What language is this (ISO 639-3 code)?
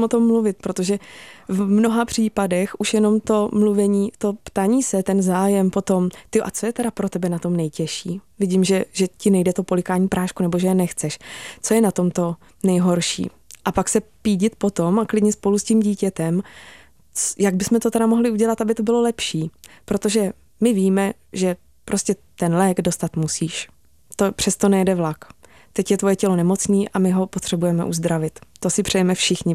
ces